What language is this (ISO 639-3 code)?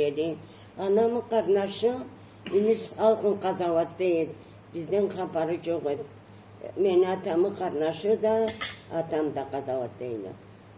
krc